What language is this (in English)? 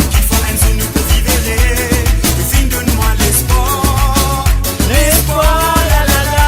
Morisyen